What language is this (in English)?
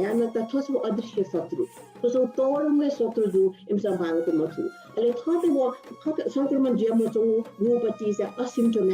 Newari